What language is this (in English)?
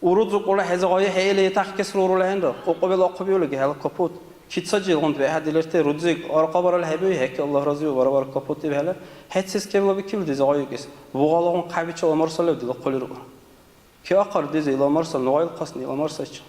Dargwa